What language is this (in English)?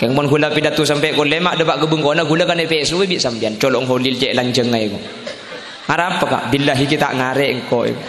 Madurese